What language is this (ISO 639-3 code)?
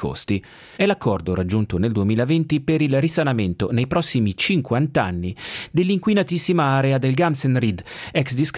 ita